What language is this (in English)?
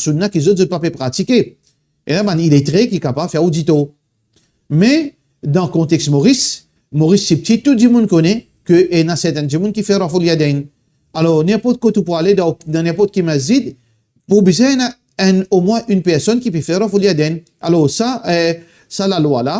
Morisyen